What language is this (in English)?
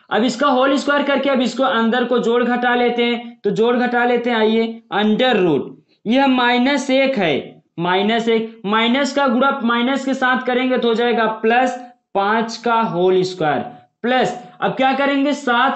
Hindi